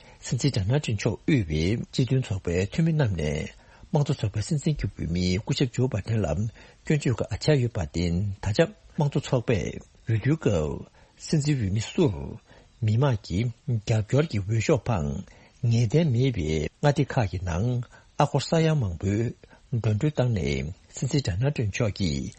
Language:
Tibetan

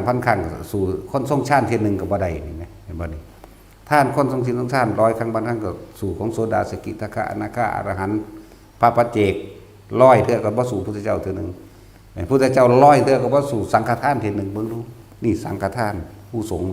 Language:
Northeastern Thai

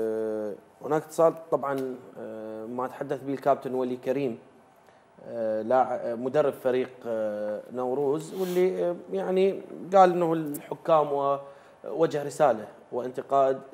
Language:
Mesopotamian Arabic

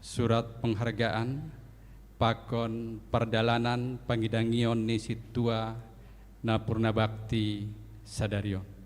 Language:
Batak Simalungun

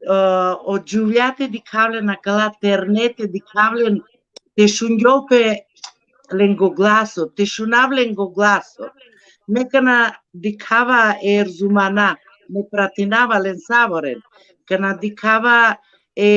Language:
Balkan Romani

